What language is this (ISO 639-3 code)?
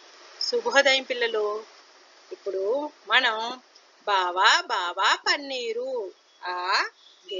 tel